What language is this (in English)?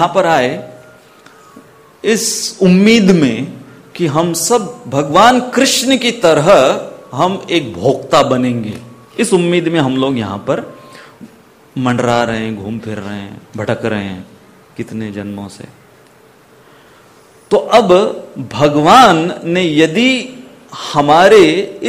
Hindi